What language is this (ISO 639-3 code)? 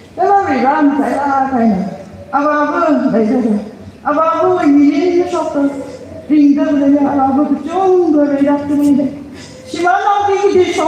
nmf